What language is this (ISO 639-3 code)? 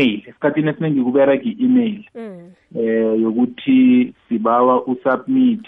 nbl